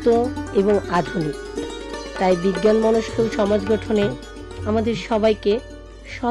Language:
Bangla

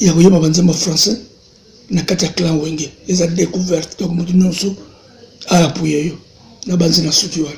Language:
Lingala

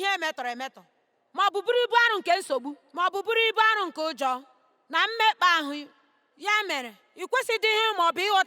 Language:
Igbo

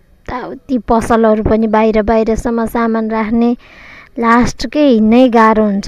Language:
Nepali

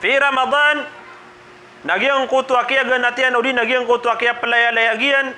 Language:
Maranao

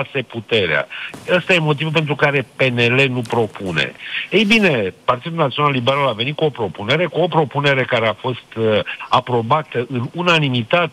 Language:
Romanian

